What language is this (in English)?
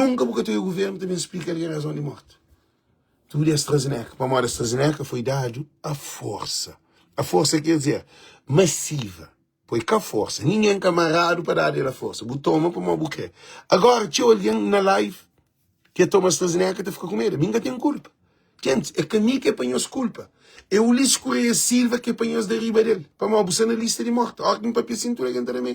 Kabuverdianu